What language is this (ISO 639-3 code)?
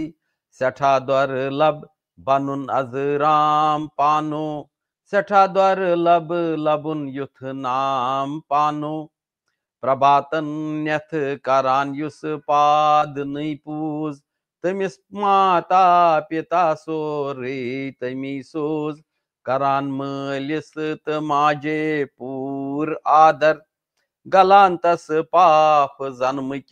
kas